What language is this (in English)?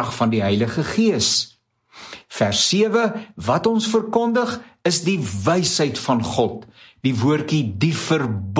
Afrikaans